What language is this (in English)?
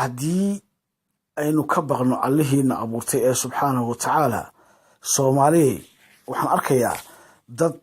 Somali